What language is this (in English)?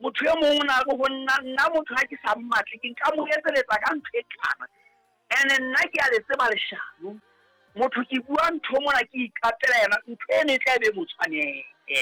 Southern Sotho